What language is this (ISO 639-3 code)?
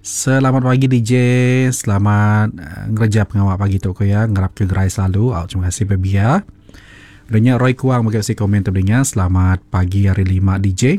iba